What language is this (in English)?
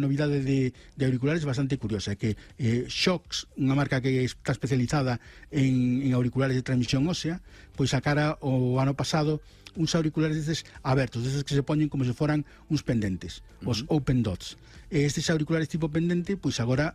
Galician